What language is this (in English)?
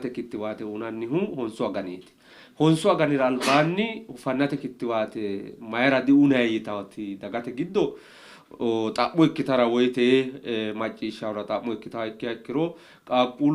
Sidamo